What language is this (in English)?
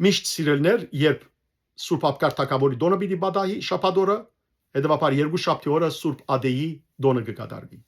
Western Armenian